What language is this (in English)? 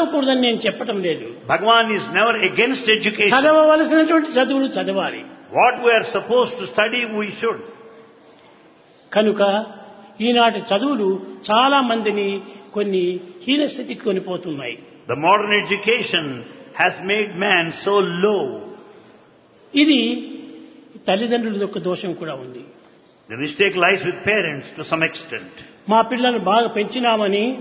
Telugu